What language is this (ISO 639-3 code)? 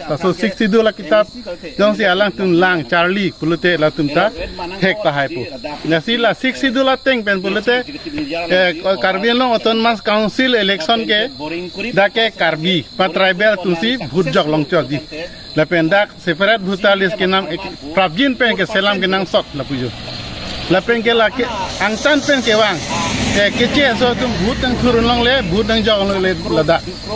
mjw